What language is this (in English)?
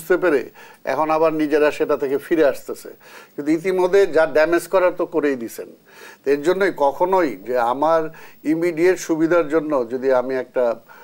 Bangla